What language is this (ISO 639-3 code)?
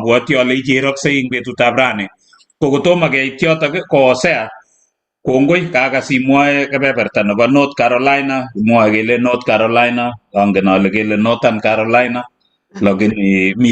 kln